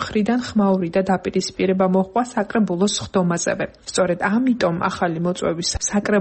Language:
Georgian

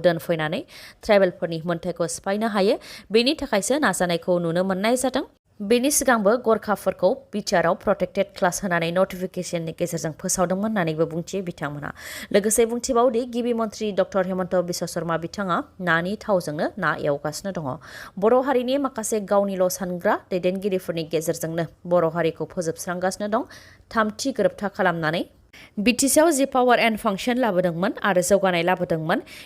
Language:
Bodo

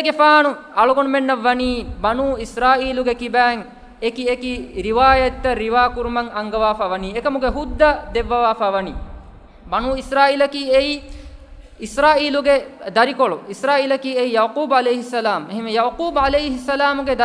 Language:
Divehi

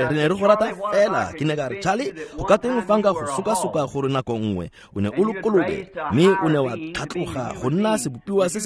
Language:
Tswana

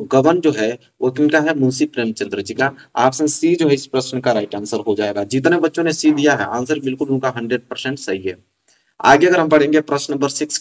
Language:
Hindi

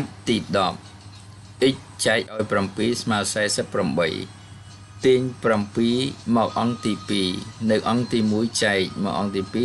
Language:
Khmer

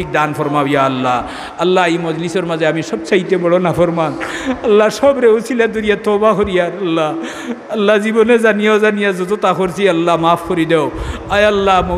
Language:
Sylheti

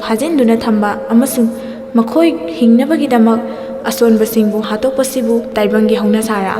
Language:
Manipuri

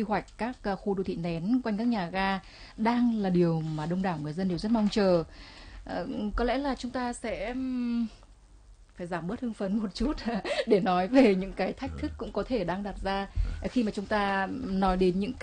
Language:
Vietnamese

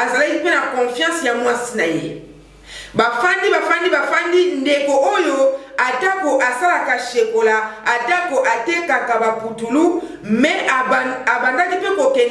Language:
Lingala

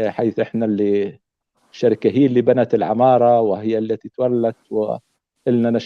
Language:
North Levantine Arabic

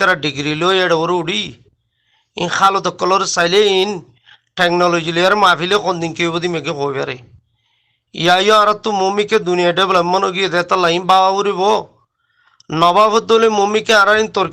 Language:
Rohingya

